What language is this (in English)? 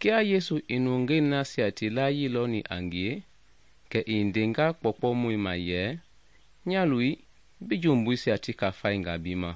Mende